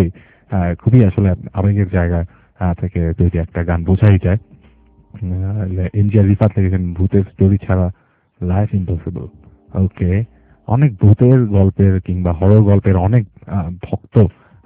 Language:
Bangla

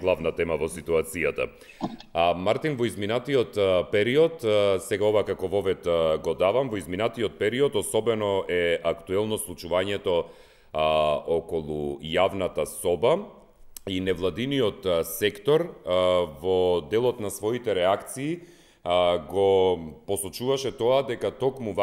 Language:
Macedonian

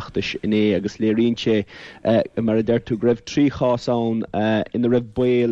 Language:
Irish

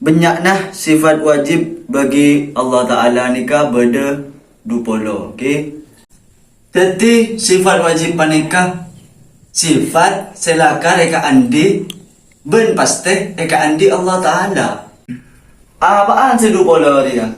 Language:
Madurese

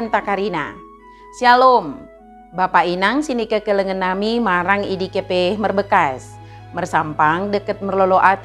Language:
Batak Dairi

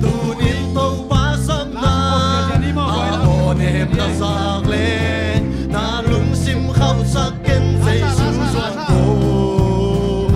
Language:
Tedim Chin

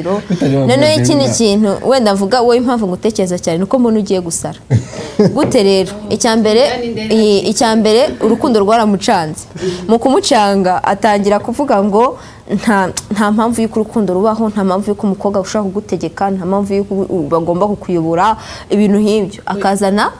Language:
Kinyarwanda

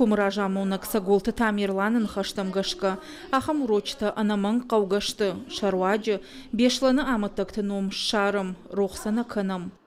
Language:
Ossetic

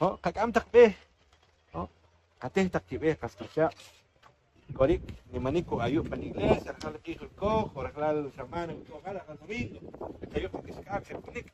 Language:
Poqomchi'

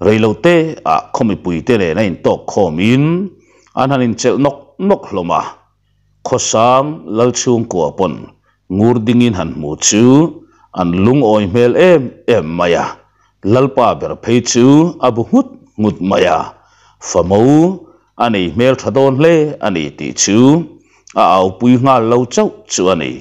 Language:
Mizo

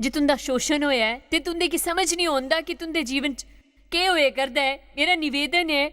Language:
Dogri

